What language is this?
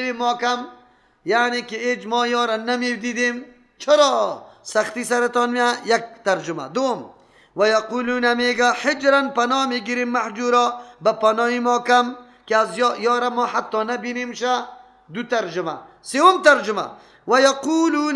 Persian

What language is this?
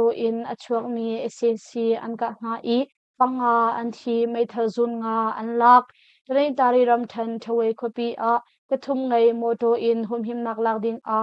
Hakha Chin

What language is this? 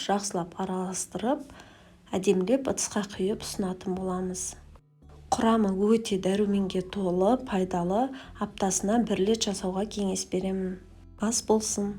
Kazakh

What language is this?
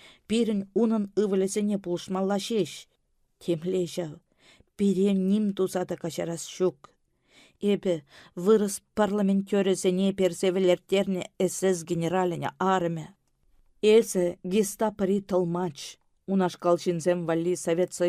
Chuvash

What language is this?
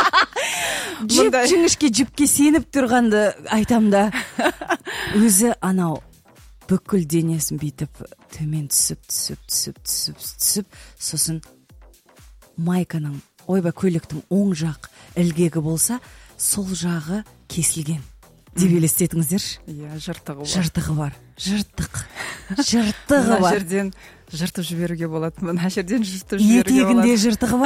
Kazakh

